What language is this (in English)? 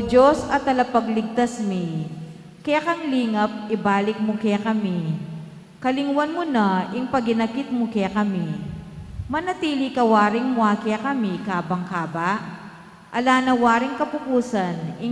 Pampanga